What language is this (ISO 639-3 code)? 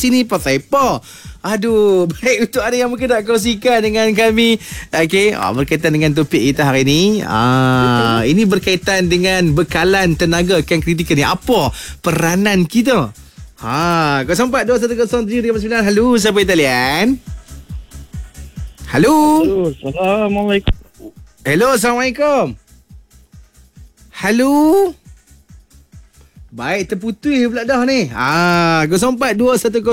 msa